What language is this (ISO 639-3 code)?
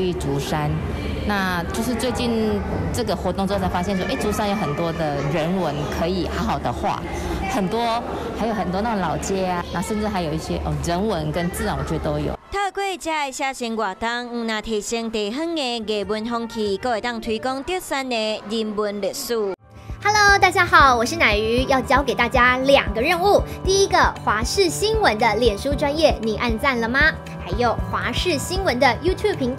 nan